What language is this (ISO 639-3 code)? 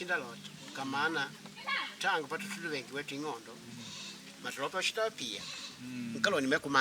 kde